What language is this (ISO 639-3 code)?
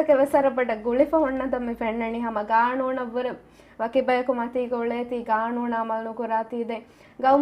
div